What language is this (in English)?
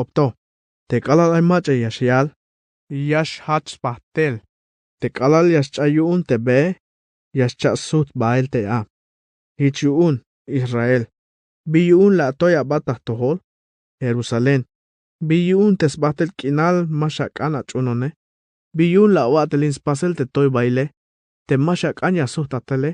Tzeltal